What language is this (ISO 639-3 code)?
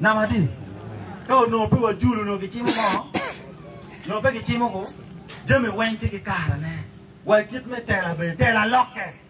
ach